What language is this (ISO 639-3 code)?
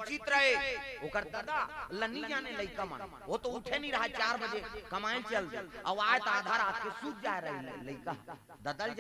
hne